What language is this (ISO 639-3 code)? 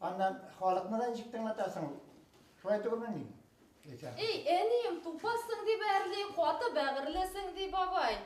bak